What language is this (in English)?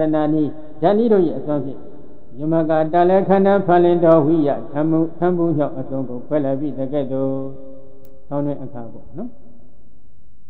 Burmese